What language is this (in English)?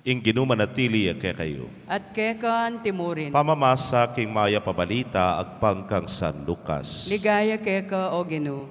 Pampanga